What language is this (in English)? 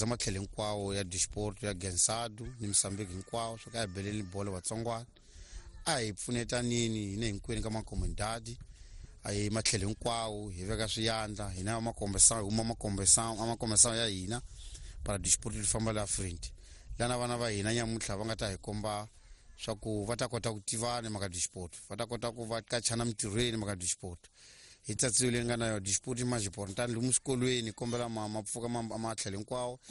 Tsonga